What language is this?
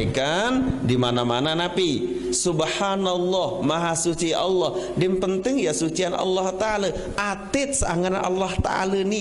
Sasak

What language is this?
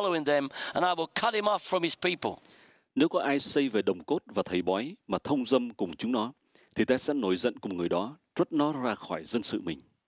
Vietnamese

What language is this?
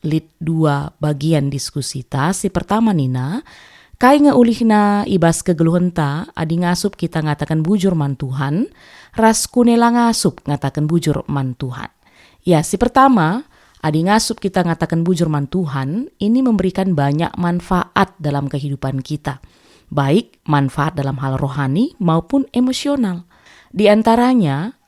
Batak Karo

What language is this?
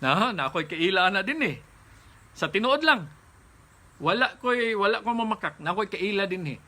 Cebuano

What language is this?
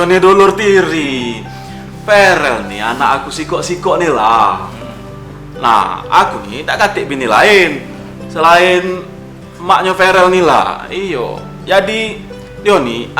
Musi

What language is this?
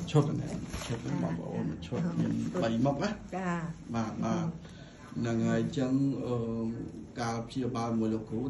Khmer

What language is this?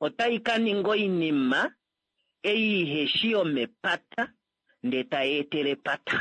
Kuanyama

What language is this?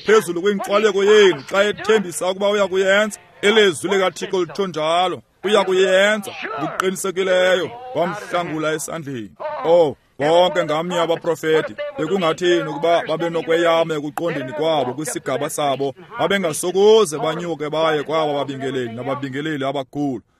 Xhosa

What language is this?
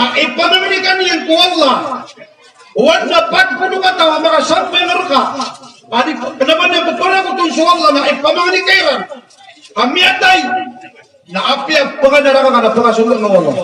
Maranao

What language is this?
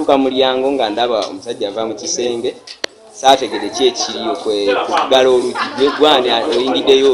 Ganda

